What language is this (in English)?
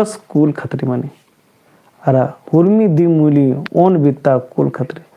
Kurukh